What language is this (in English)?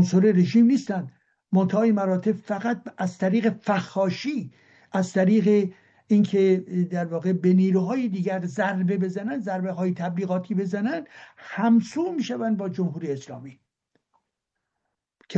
Persian